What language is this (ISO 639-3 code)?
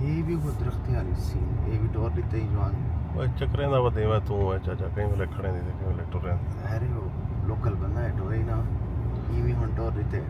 skr